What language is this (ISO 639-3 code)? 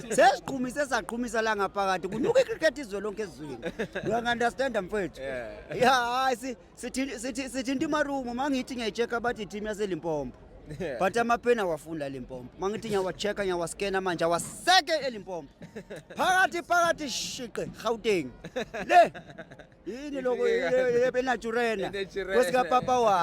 zul